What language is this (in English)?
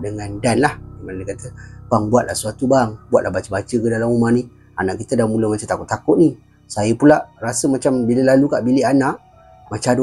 Malay